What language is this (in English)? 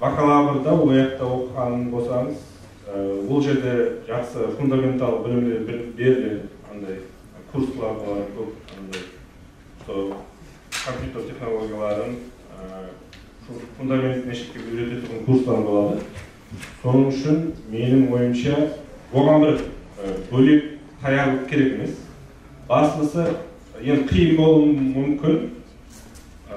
Kara-Kalpak